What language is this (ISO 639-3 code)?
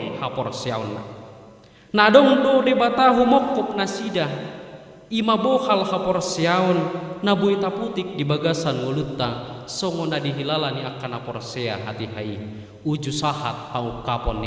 bbc